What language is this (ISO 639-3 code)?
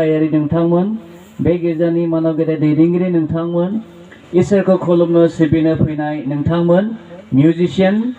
brx